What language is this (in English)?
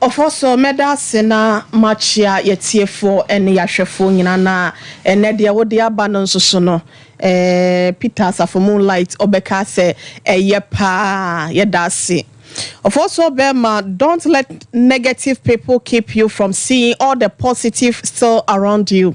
Akan